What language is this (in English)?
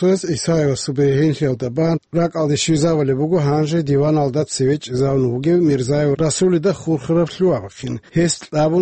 Avaric